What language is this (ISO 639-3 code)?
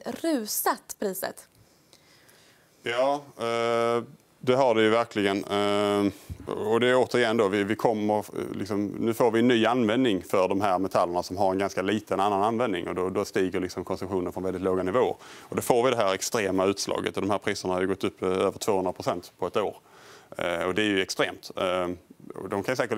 swe